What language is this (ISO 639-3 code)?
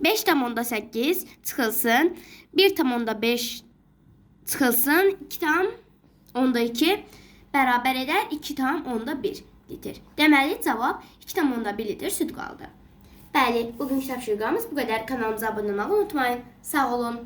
aze